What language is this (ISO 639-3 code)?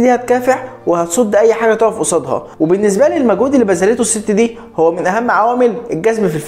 arz